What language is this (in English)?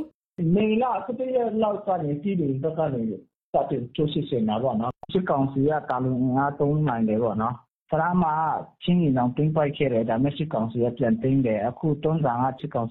Burmese